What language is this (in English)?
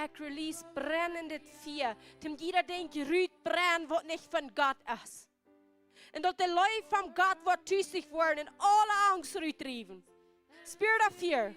Plautdietsch